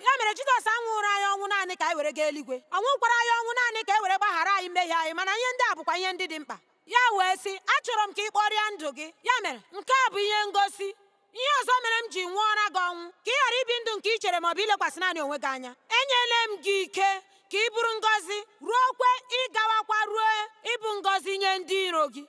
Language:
Igbo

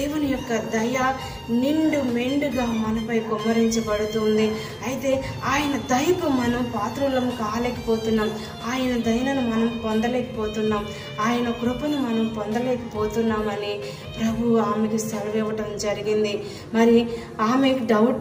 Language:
Telugu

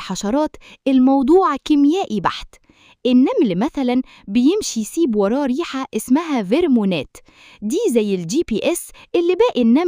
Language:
Egyptian Arabic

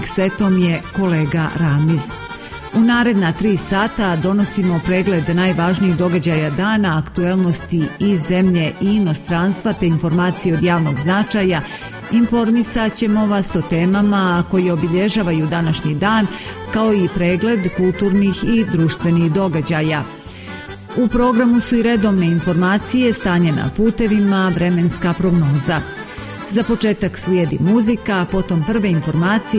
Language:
Serbian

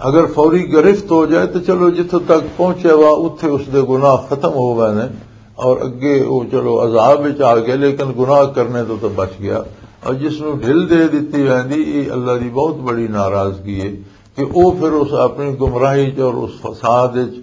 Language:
Western Panjabi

